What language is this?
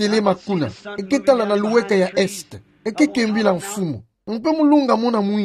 Kituba (Democratic Republic of Congo)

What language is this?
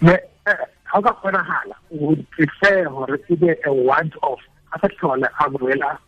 Tswana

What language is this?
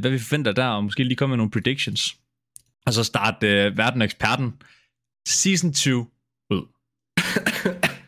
Danish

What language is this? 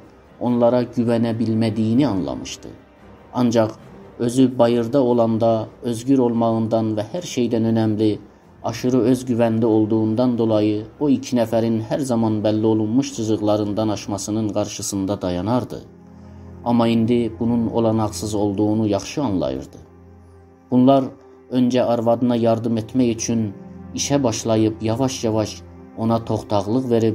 South Azerbaijani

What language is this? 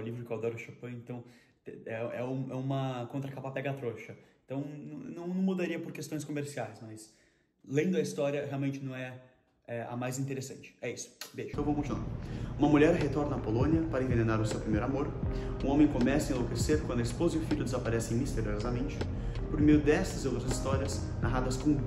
Portuguese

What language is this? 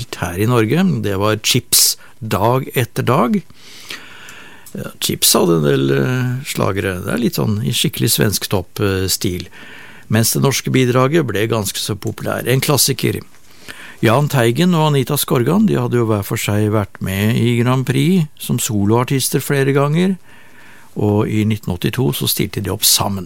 Norwegian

